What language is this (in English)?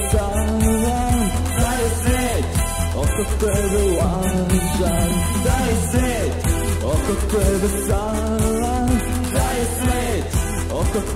Serbian